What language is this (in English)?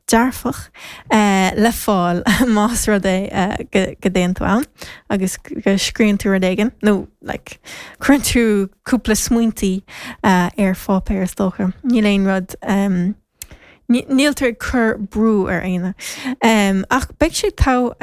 Irish